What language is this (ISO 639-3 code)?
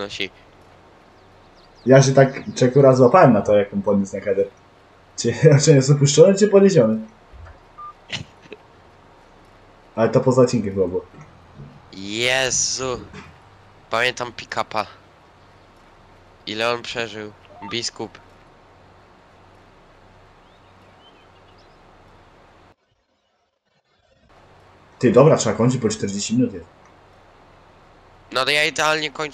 pol